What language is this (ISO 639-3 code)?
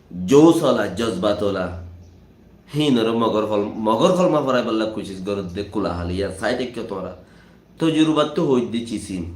rhg